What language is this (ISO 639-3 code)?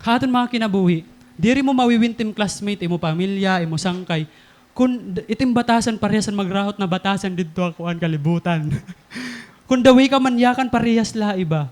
war